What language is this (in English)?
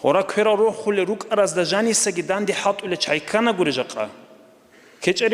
Avaric